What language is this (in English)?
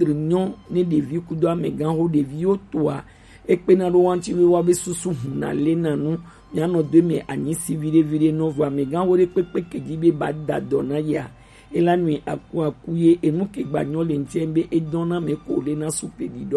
Gen